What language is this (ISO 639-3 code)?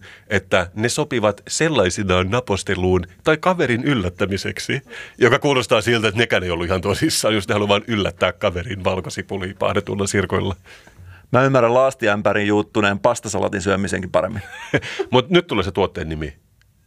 fin